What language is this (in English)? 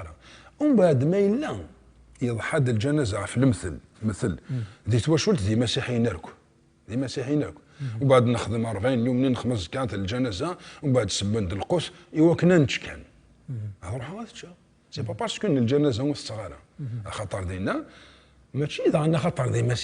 Kabyle